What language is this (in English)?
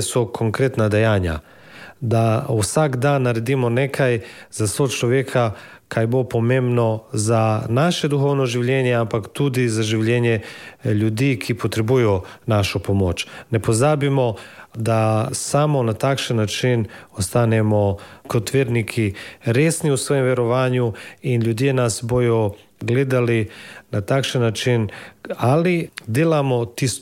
Slovenian